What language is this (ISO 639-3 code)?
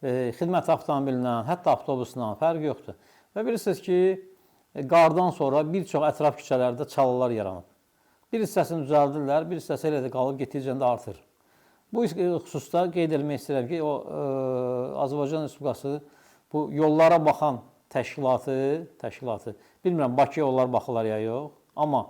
aze